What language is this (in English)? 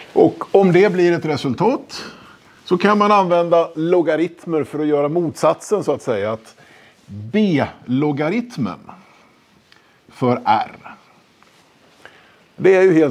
Swedish